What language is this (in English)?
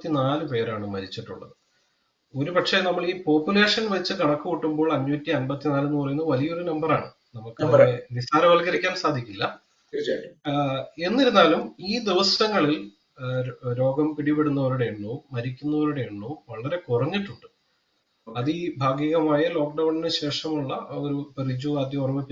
Malayalam